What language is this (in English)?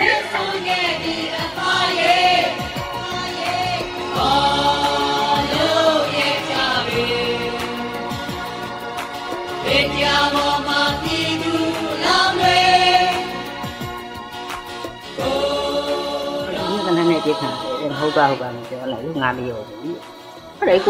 Burmese